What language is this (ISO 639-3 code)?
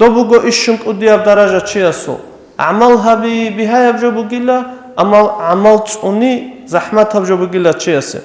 ava